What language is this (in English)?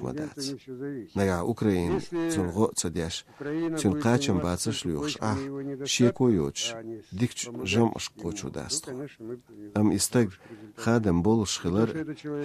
Chechen